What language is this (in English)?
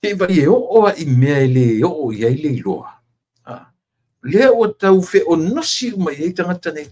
Samoan